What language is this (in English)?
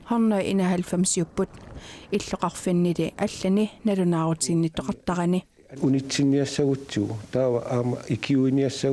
Kalaallisut